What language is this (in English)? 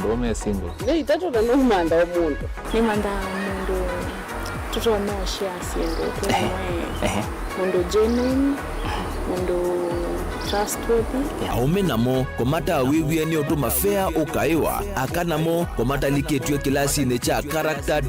Kamba